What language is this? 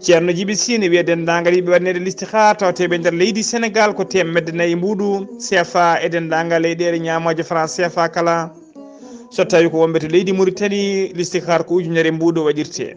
Fula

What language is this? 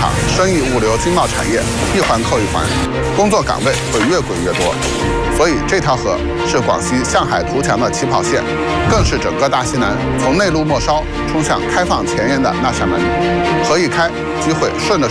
Chinese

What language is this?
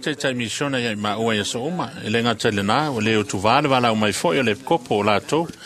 Samoan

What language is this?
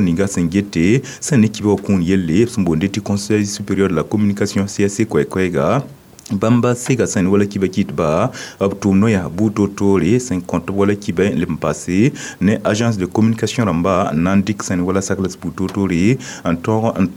Mossi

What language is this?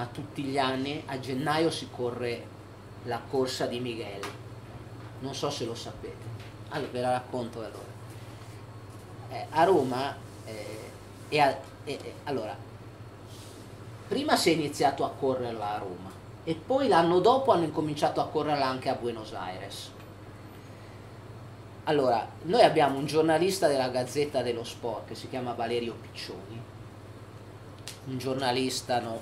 Italian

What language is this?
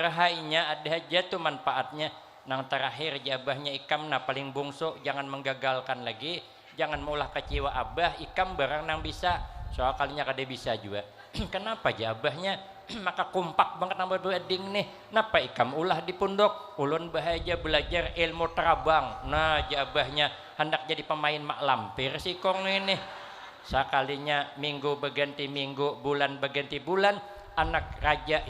Banjar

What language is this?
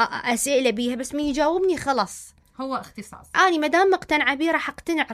Mesopotamian Arabic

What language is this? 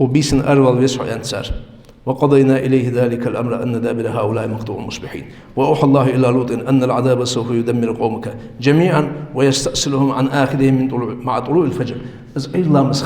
Ingush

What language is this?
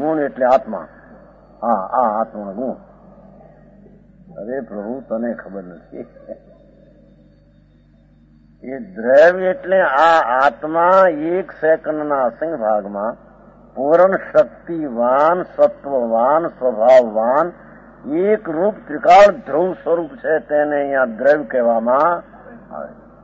Gujarati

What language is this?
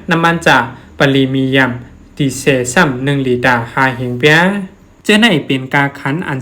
Shan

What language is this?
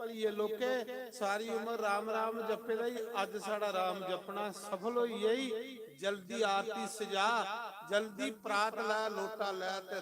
Dogri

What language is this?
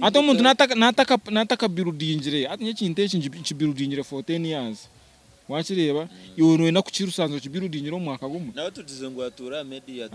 Nyankole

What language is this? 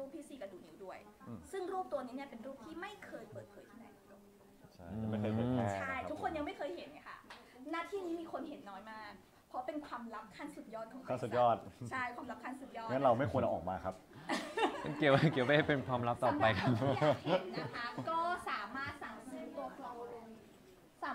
Thai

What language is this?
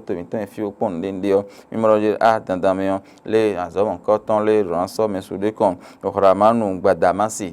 Fon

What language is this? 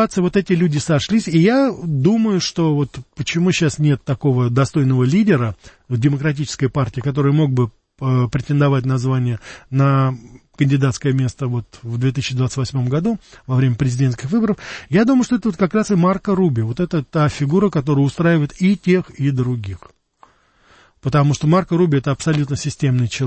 Russian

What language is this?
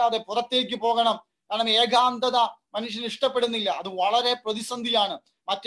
Malayalam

